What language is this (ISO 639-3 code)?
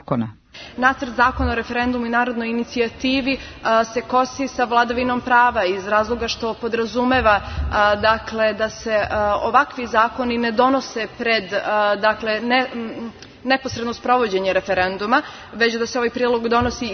srp